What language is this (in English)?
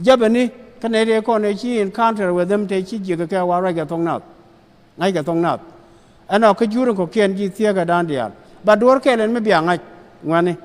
Nuer